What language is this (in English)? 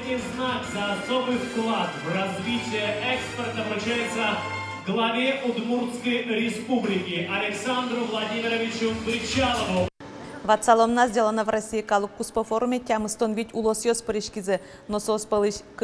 Udmurt